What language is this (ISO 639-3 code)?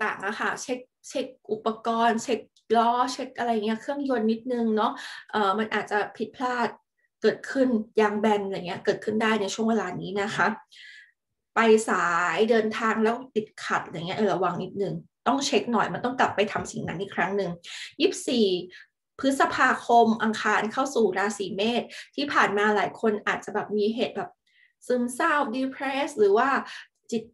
tha